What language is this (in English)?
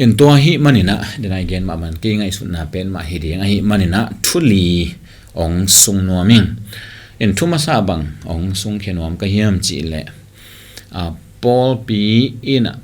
Tedim Chin